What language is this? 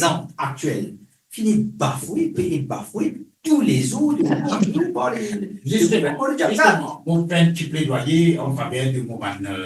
Morisyen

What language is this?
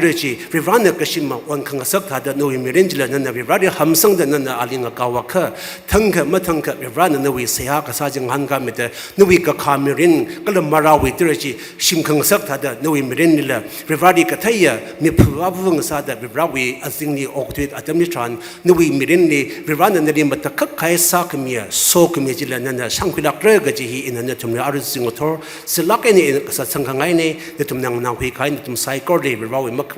Tangkhul Naga (India)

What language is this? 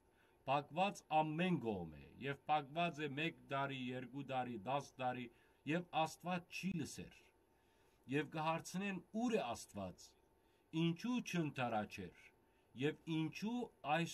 Western Armenian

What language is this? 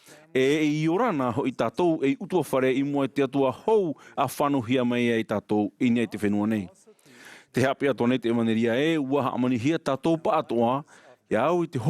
Tahitian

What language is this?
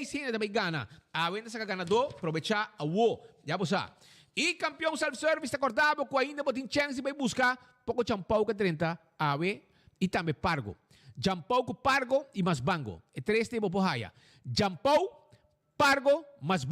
Papiamento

